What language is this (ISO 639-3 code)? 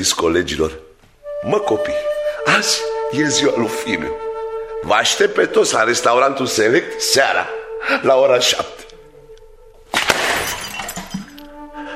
ron